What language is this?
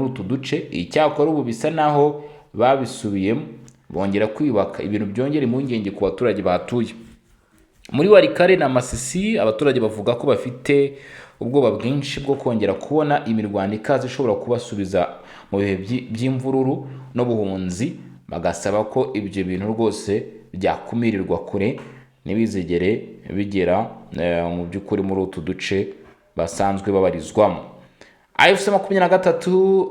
Kinyarwanda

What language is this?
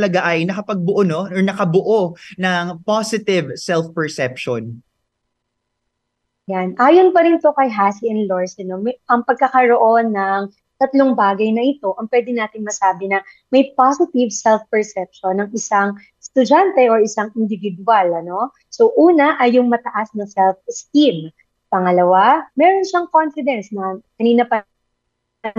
Filipino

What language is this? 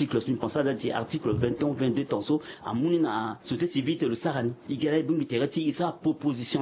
Sango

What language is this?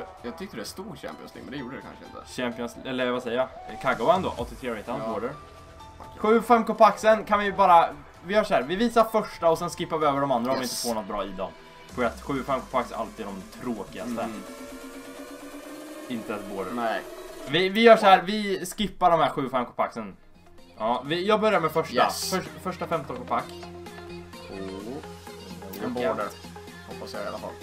Swedish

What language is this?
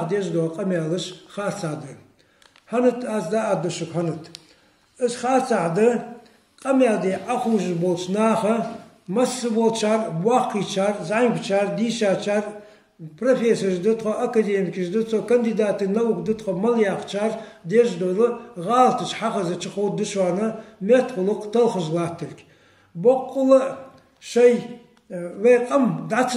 Ingush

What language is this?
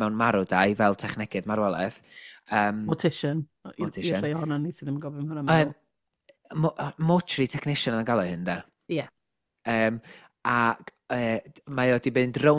Welsh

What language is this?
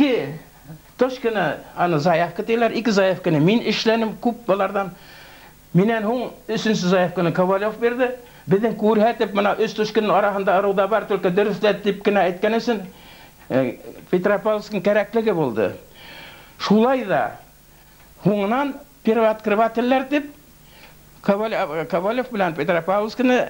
Bashkir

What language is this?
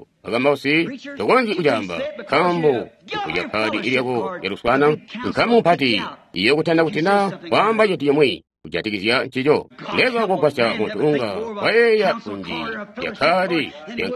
Tonga (Zambia)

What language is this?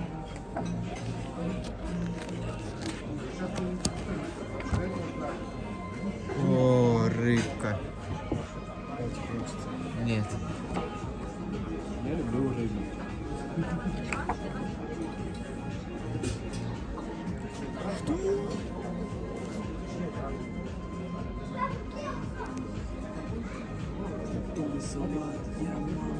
Russian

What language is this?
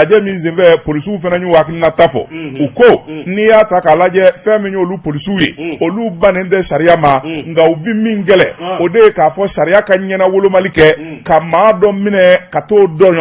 Bambara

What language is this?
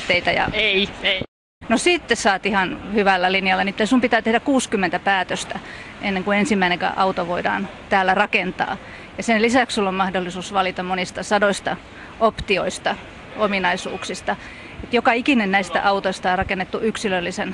Finnish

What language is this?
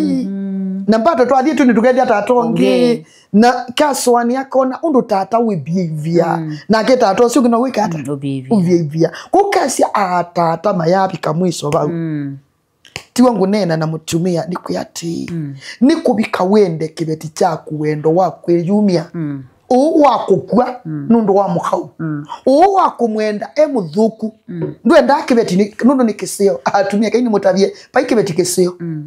Kamba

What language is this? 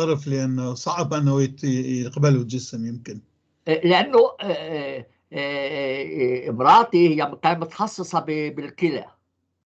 North Levantine Arabic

